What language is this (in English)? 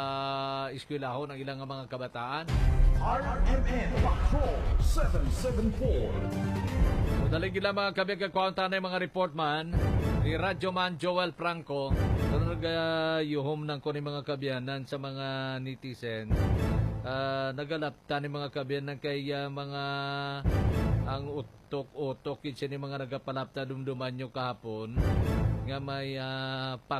Hiligaynon